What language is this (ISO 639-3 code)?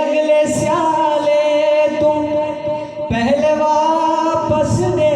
skr